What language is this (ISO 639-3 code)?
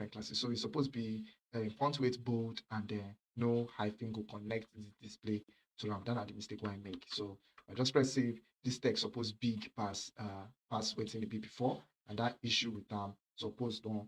pcm